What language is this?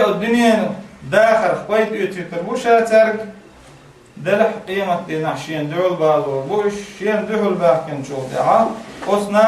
Chechen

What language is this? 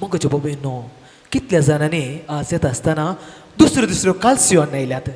Konkani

